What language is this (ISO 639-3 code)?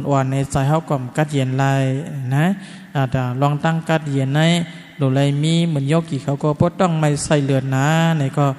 shn